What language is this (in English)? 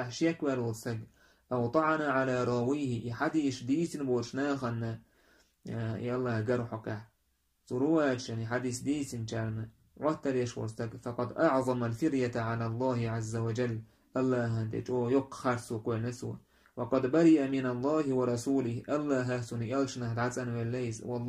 Chechen